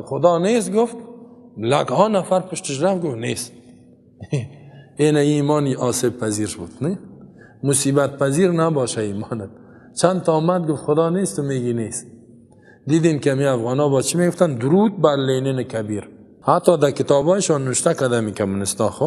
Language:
Persian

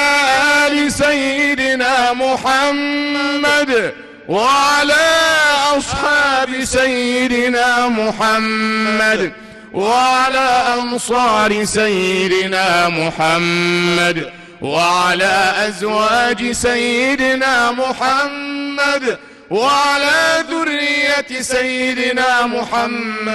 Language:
Egyptian Arabic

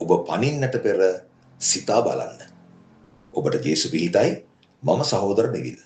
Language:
Sinhala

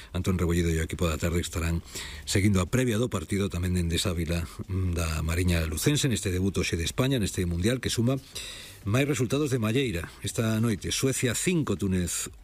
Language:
Galician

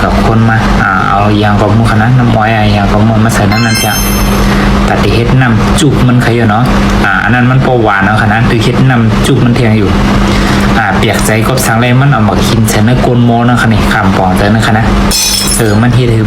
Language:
Shan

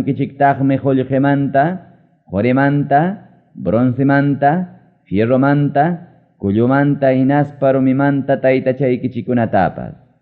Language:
Ayacucho Quechua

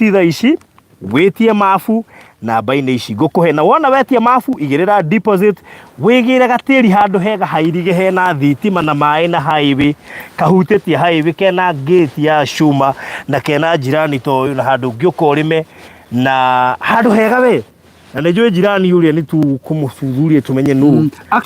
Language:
Kikuyu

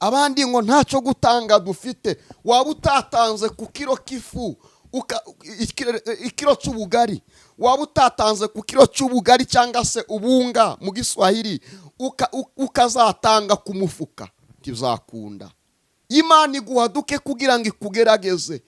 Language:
Kinyarwanda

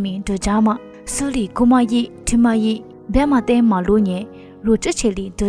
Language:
Lisu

